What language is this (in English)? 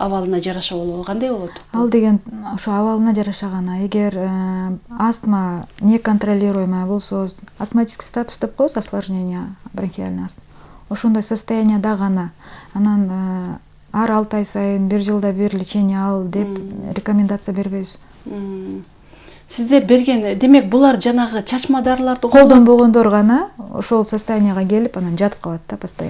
Kyrgyz